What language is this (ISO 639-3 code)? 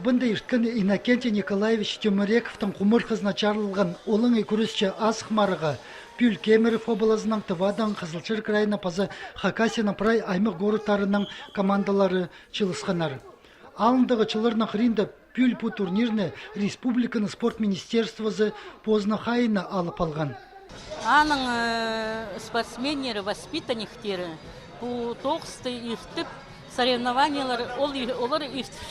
kjh